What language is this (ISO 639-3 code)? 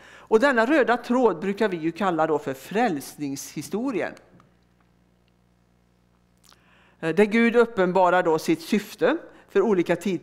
swe